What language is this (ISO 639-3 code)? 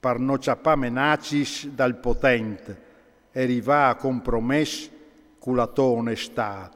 fur